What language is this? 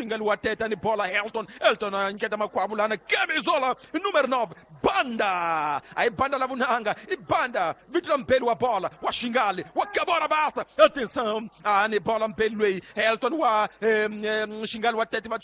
Tsonga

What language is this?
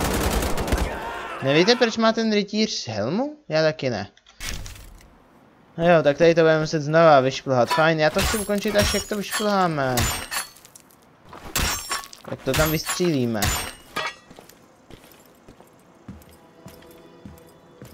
Czech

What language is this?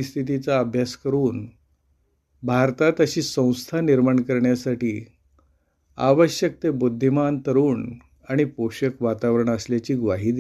Marathi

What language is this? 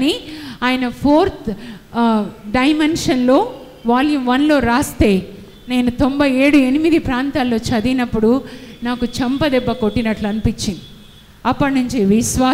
Telugu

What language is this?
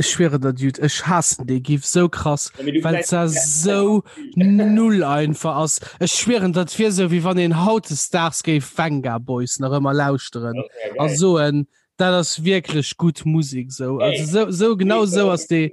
Luxembourgish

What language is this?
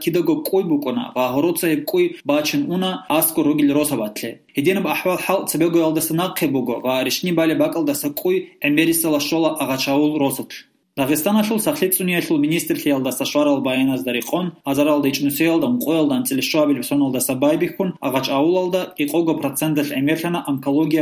Avaric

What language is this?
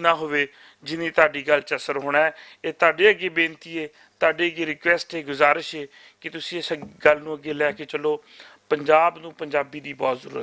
Western Panjabi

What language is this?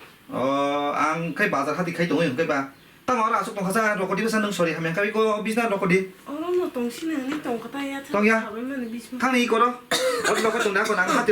Kok Borok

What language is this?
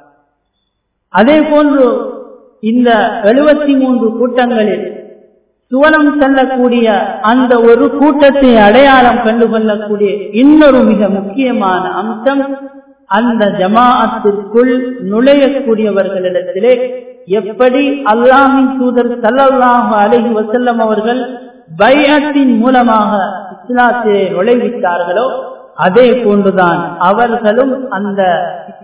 Tamil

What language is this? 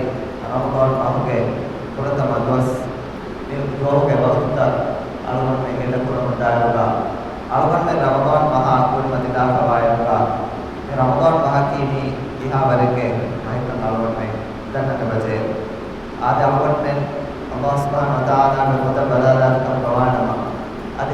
Divehi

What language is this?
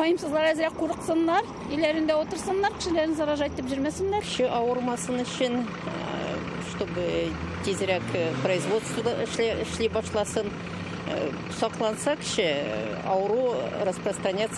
Tatar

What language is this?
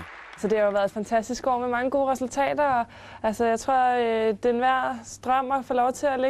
Danish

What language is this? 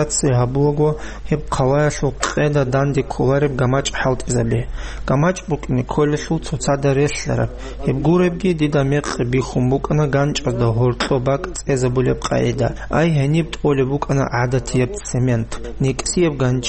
Avaric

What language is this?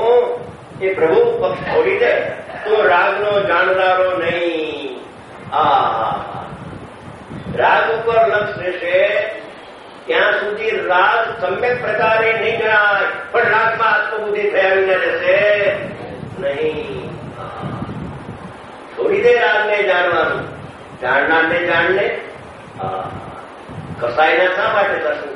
Gujarati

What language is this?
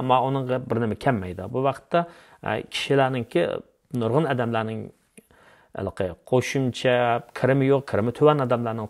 Uyghur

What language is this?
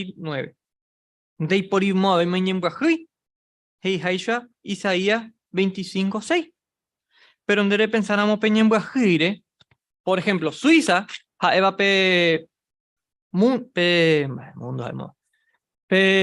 Guarani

